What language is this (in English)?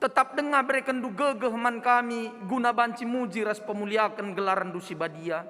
Batak Karo